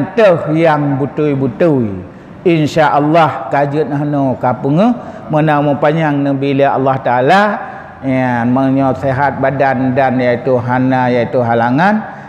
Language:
Achinese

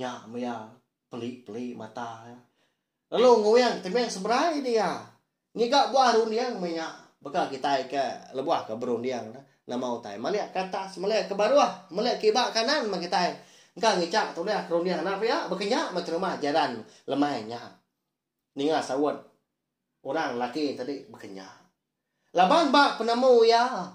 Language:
Iban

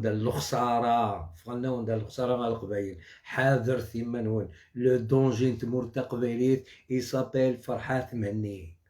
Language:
Algerian Arabic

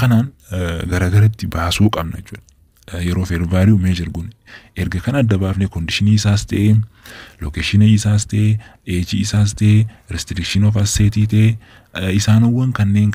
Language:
Oromo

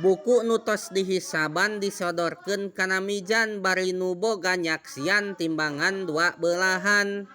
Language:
Sundanese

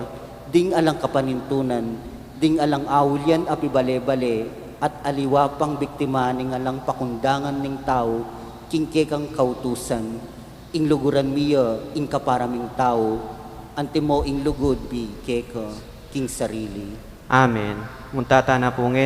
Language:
Pampanga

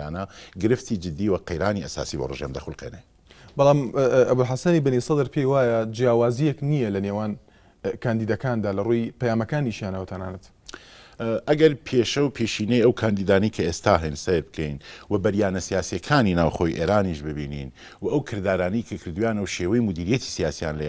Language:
Central Kurdish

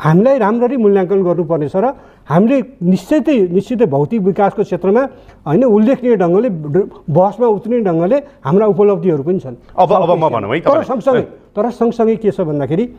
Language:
Nepali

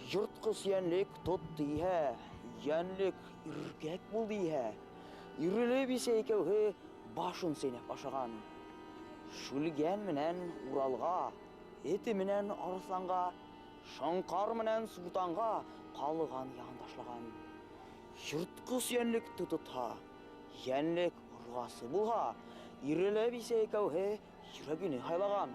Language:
Bashkir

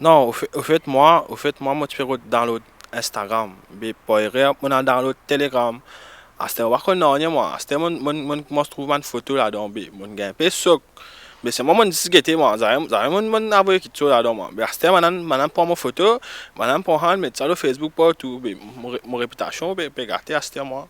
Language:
Morisyen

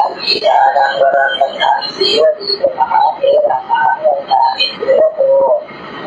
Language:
Pali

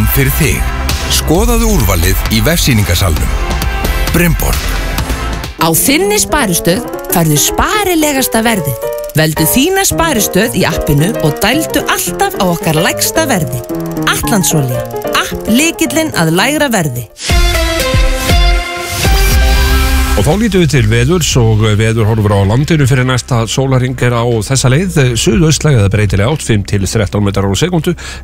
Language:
Icelandic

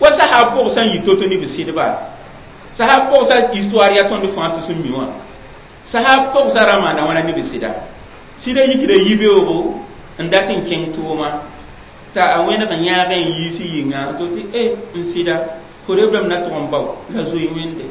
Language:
Mossi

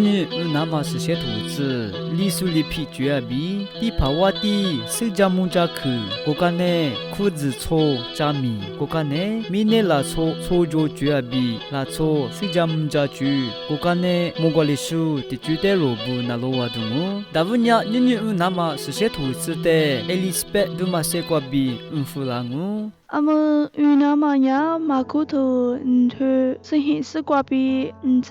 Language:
Lisu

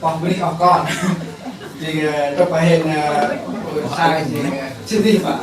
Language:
Central Mnong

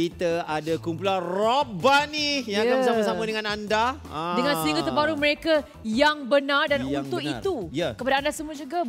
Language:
Malay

